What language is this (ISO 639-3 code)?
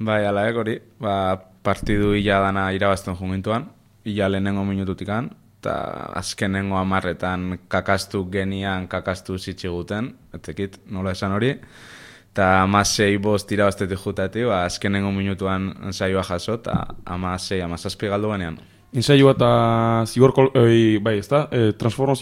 eus